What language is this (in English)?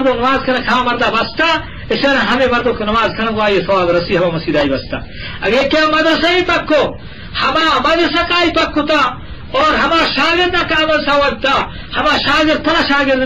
Eastern Balochi